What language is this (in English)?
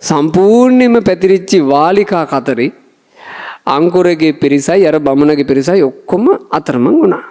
Sinhala